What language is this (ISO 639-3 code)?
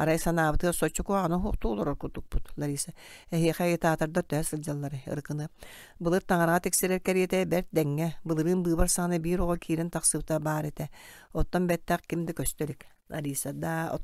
sah